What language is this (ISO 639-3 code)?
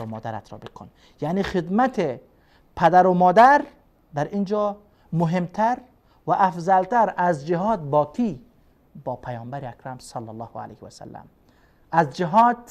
fas